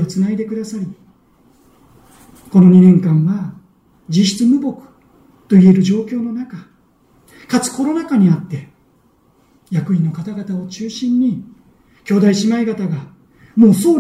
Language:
Japanese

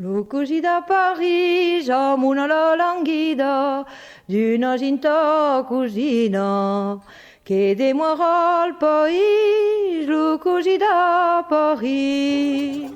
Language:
Occitan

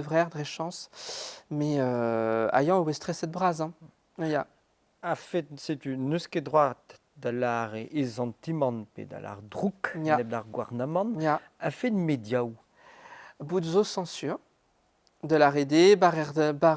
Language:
Breton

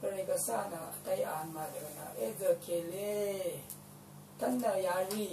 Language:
Rawang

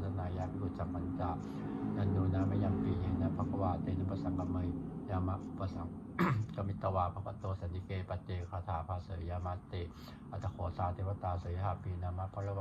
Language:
Pali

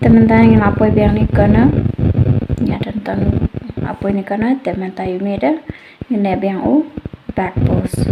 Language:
Khasi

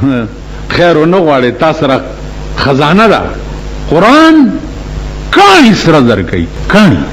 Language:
Pashto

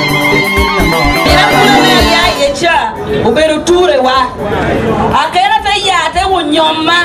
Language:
Lango (Uganda)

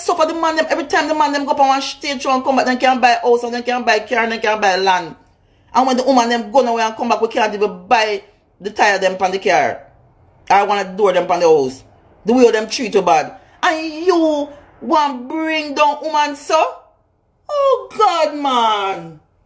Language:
Jamaican Creole English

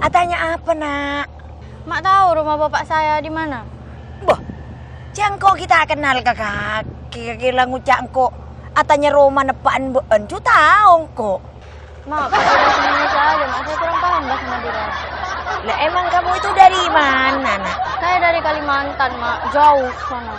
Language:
Madurese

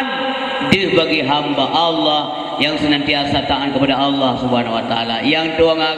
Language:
Achinese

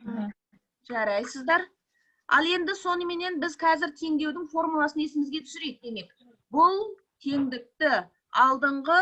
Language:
Kazakh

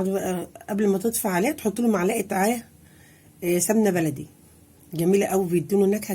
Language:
Egyptian Arabic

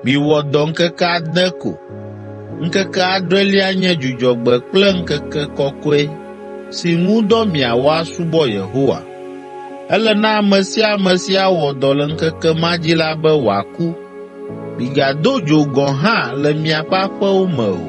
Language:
Ewe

